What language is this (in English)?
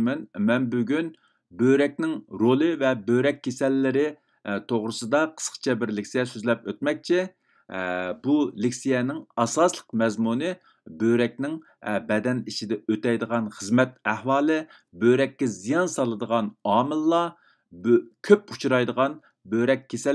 Uyghur